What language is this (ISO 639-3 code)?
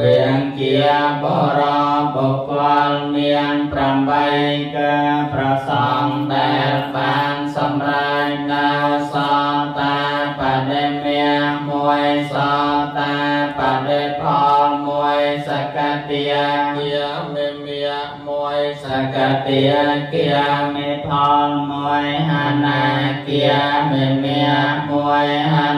khm